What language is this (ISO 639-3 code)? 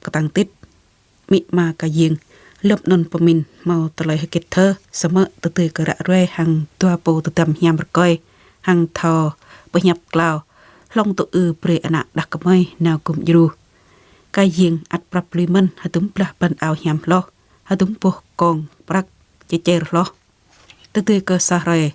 jra